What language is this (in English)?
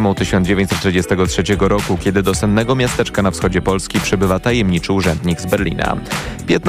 Polish